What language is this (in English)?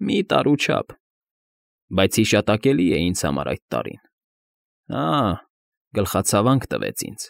Armenian